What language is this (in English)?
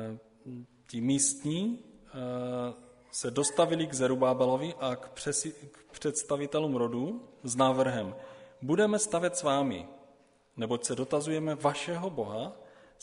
Czech